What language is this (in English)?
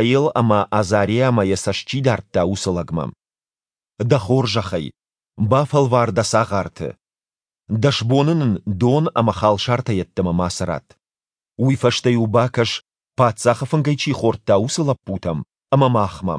Ossetic